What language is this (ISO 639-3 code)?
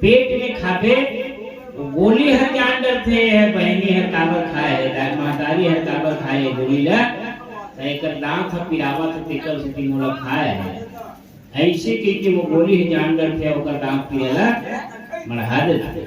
hne